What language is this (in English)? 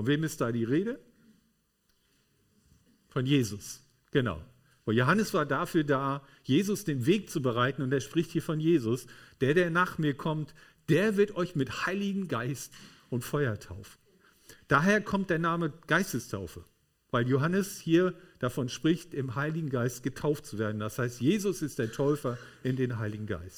German